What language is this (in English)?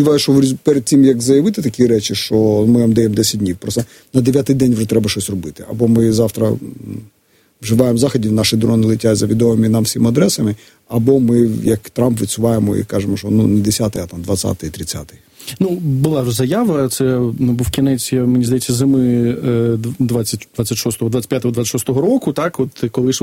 Ukrainian